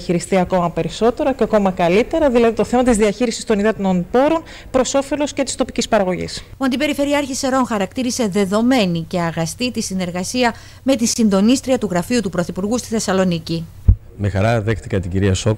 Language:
Greek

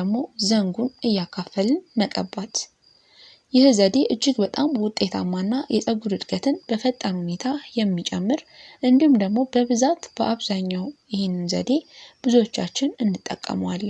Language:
Amharic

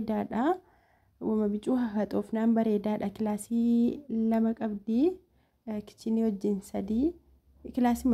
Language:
Oromo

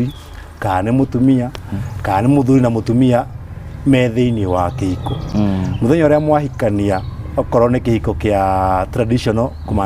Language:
Kikuyu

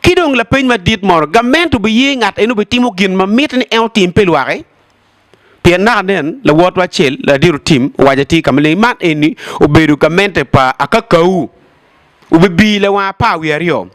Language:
Acoli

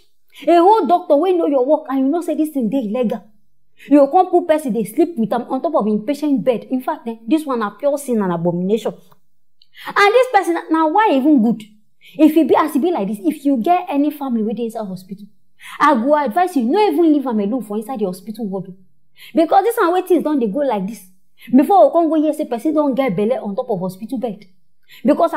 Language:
Nigerian Pidgin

